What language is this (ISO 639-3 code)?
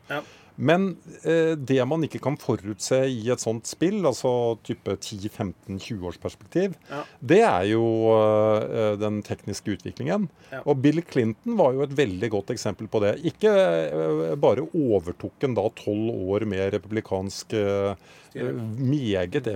nor